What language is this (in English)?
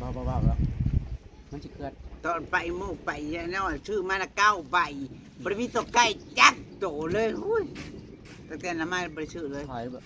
Northeastern Thai